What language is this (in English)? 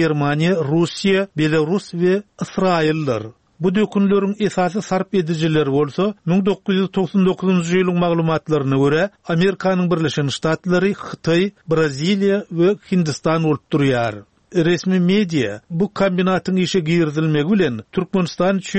Turkmen